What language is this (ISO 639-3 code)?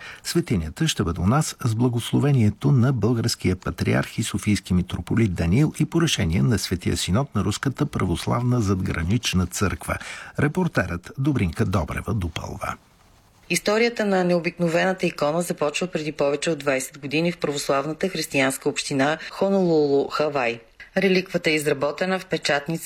bul